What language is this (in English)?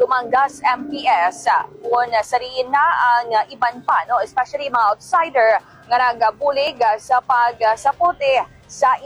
Hiligaynon